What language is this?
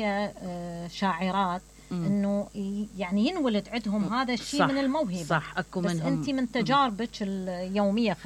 Mesopotamian Arabic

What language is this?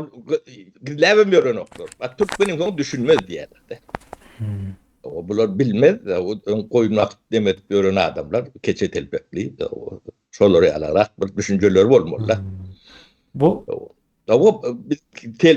Turkmen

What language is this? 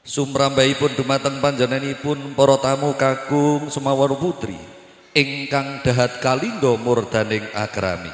Javanese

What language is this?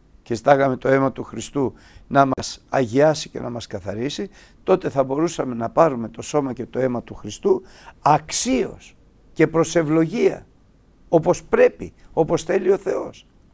Greek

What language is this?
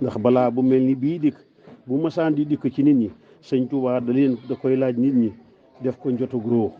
Wolof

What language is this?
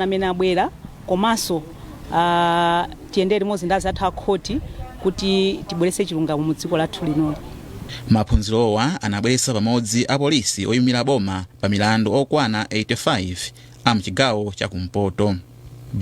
Nyanja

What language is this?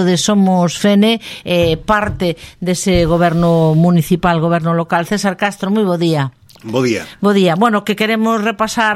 Galician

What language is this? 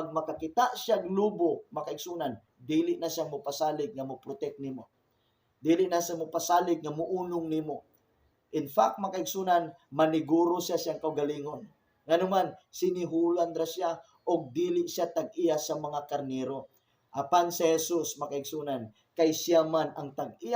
Cebuano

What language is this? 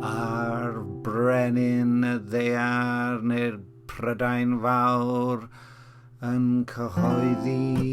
Welsh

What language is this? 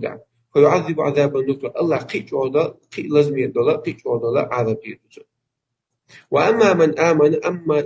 Chechen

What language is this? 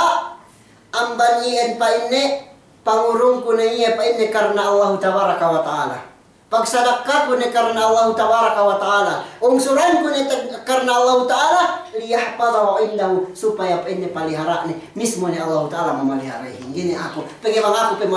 Yakan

